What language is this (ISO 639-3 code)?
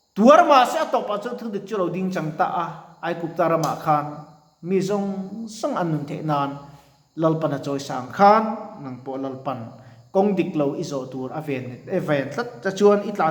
lus